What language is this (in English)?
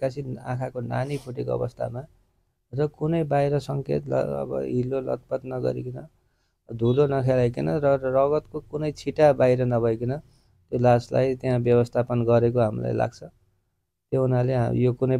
Nepali